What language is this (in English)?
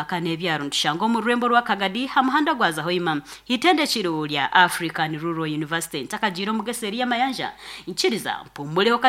Nyankole